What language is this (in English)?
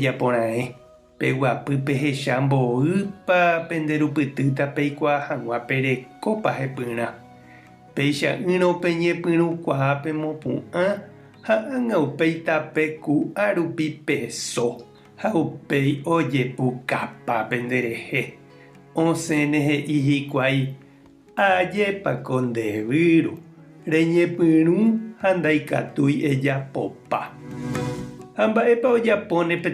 Guarani